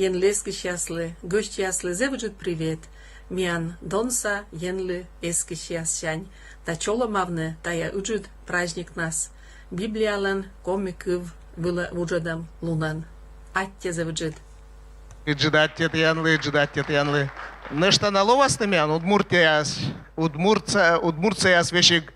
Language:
Komi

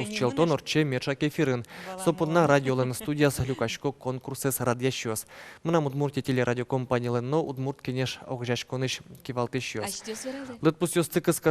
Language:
Udmurt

